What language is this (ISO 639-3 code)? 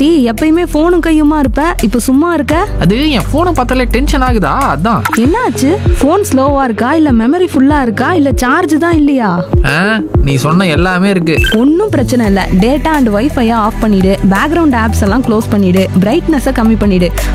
tam